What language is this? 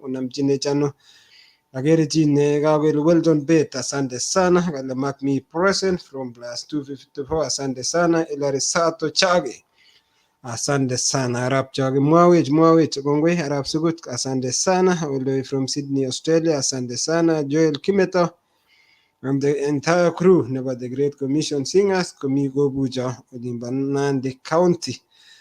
Kalenjin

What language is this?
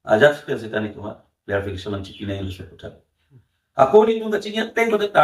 Karbi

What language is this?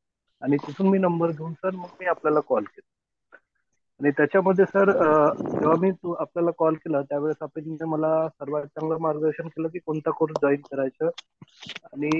Marathi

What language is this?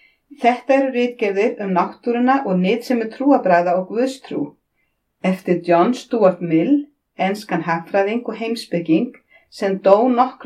Icelandic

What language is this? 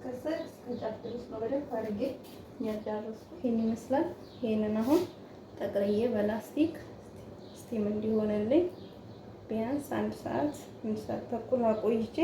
Amharic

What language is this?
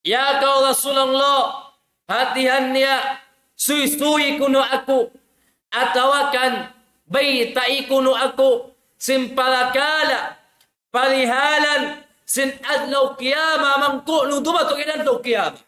Tausug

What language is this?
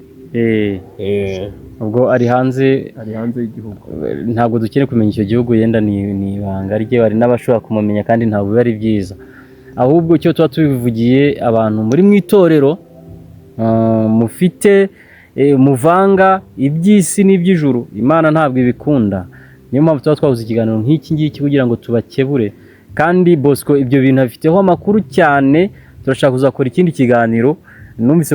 Kinyarwanda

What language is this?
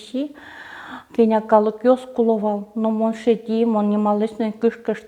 Udmurt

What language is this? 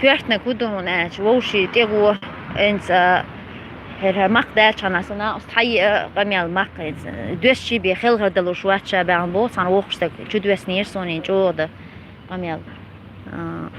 Chechen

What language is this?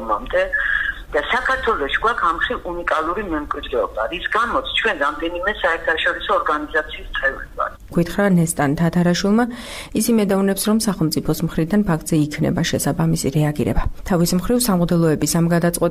Georgian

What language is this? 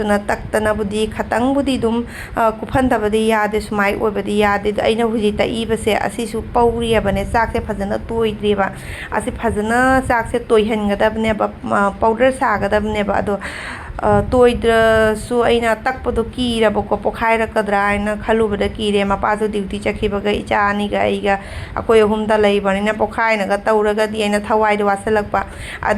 Manipuri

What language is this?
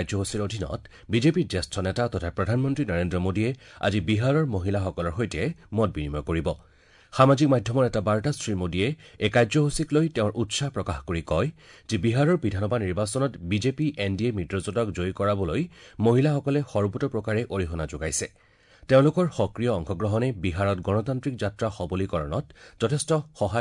Assamese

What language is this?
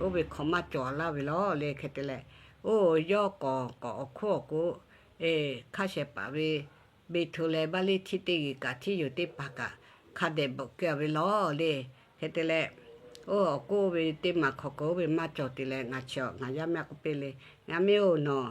Lahu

